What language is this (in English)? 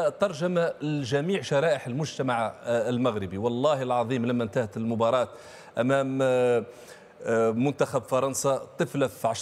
Tunisian Arabic